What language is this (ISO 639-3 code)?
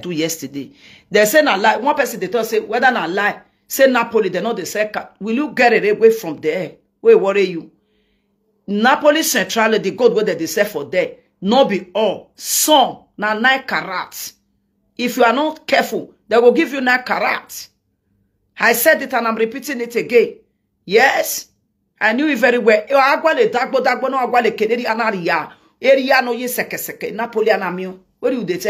pcm